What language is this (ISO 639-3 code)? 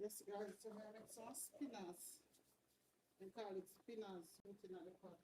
jam